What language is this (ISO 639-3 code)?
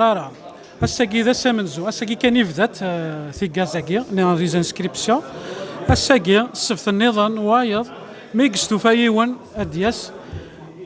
kab